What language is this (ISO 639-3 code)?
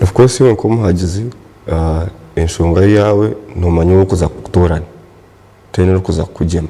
nyn